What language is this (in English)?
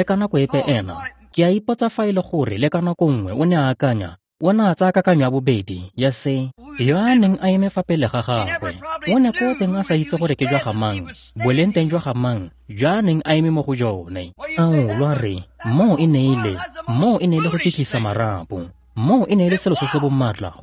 Tswana